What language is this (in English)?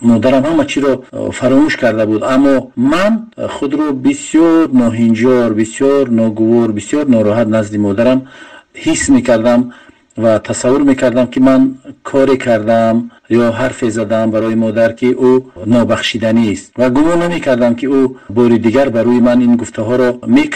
Tajik